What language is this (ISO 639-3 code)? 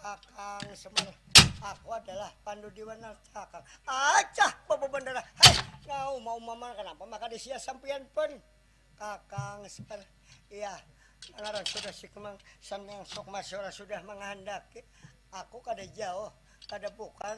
bjn